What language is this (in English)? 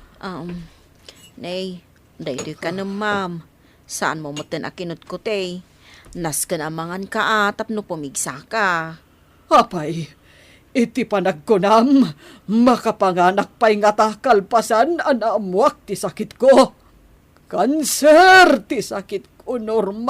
Iloko